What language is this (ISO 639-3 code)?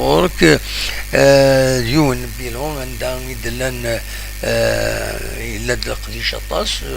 kab